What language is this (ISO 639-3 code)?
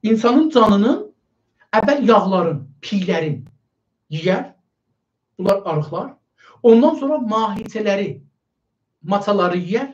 azb